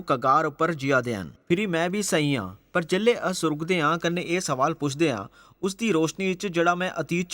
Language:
Dogri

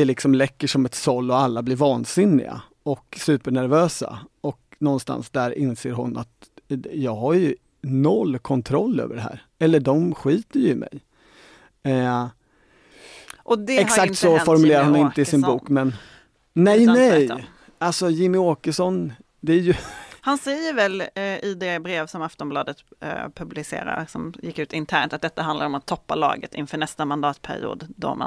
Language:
Swedish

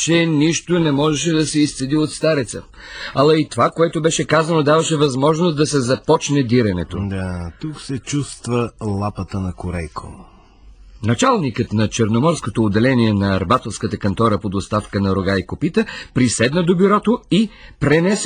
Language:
Bulgarian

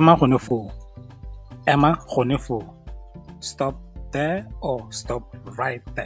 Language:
Tswana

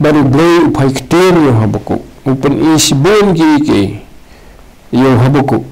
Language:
Khasi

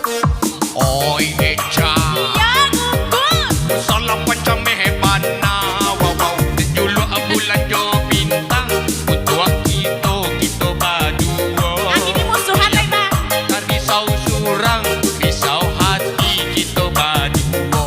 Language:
Minangkabau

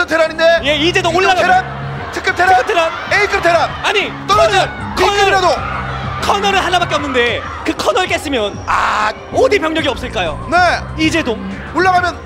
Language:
Korean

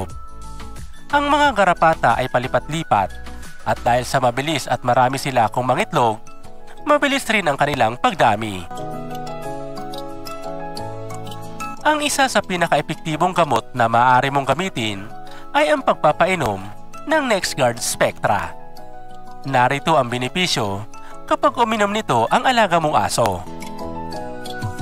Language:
Filipino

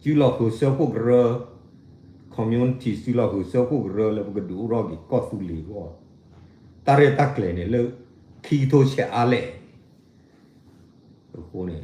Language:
S'gaw Karen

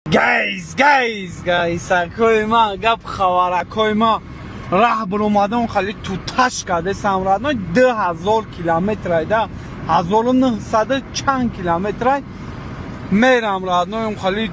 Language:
Tajik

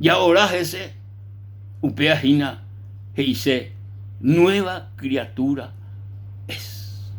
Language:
Guarani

